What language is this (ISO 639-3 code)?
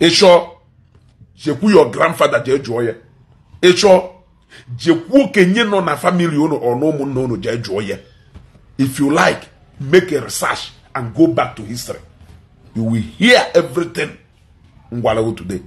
ibo